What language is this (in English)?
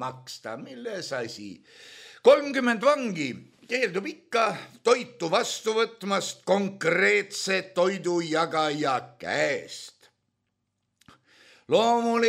Estonian